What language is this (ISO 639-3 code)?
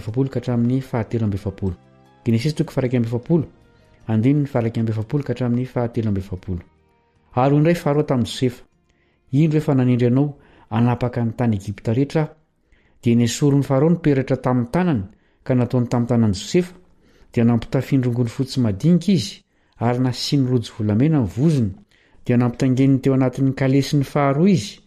mlg